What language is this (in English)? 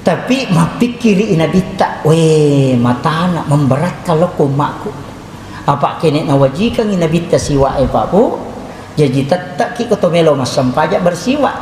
Buginese